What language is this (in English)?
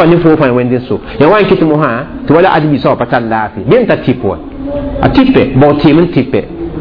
Mossi